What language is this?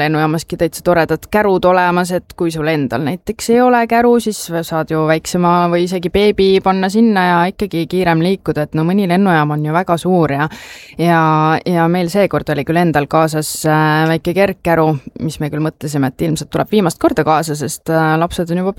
Estonian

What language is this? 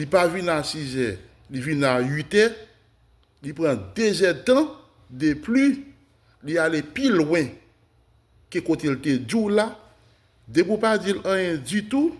Haitian Creole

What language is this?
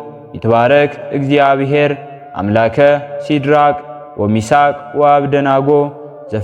Amharic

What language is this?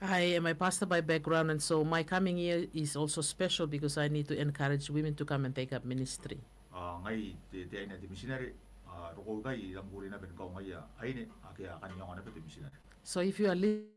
Gilbertese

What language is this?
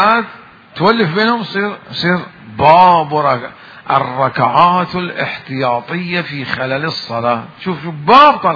Mesopotamian Arabic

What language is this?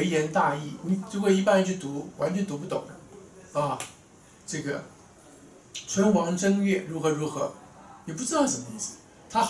Chinese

